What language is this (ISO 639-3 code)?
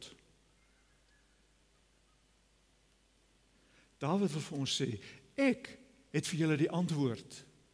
afr